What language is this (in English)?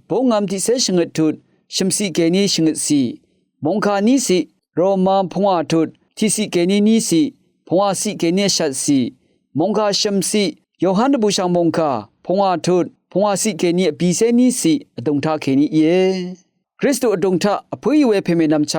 Rawang